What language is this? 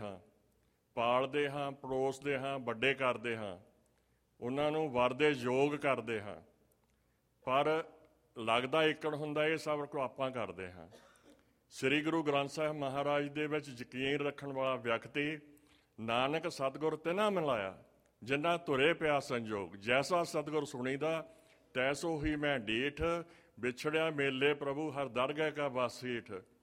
Punjabi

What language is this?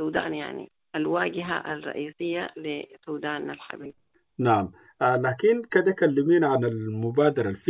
Sudanese Arabic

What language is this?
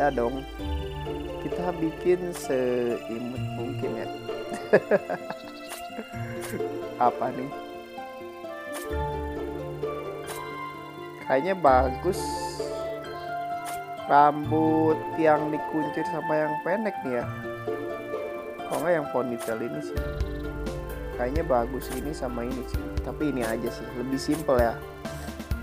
Indonesian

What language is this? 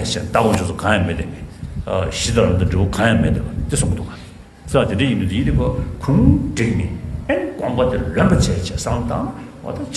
Tibetan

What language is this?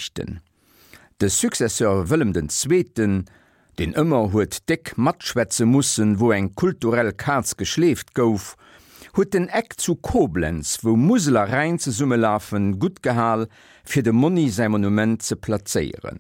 Luxembourgish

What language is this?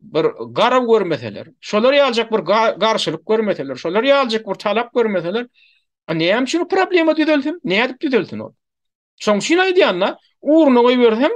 Turkmen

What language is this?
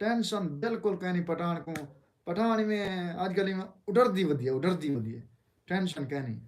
Saraiki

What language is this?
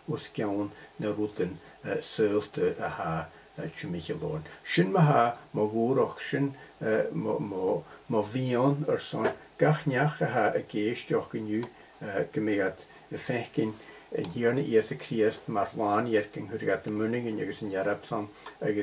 Scottish Gaelic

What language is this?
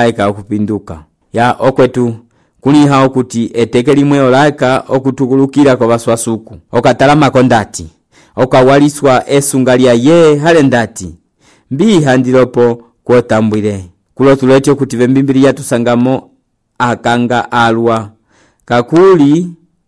Umbundu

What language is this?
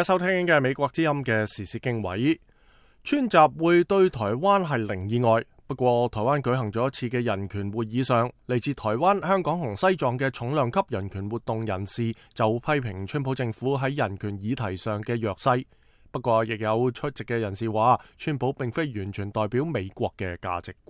Cantonese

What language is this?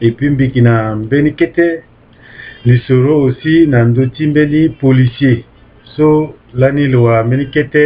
Sango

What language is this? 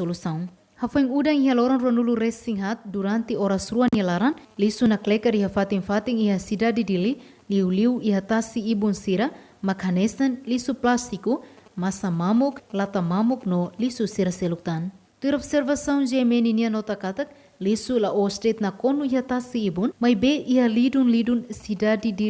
Tetum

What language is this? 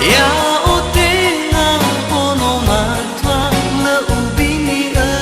Nias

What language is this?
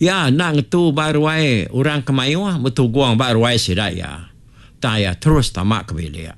Iban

